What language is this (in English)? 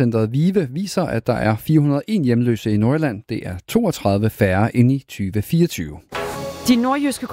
Danish